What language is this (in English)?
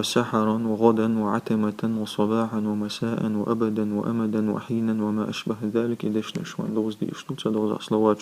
Chechen